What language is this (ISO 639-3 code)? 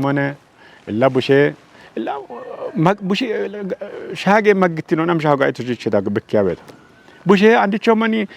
kbr